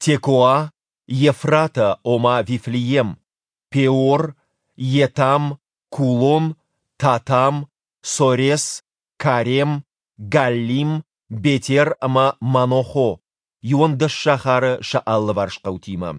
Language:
Ossetic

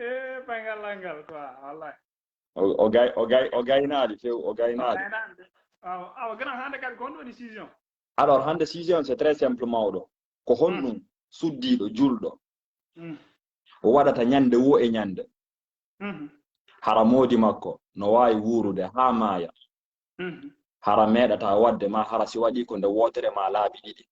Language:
Fula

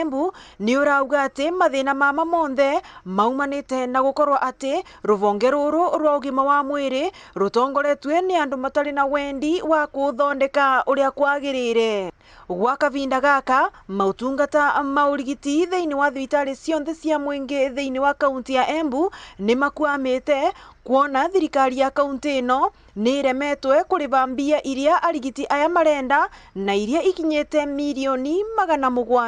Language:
Meru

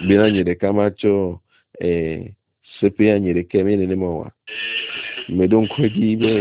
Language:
Ewe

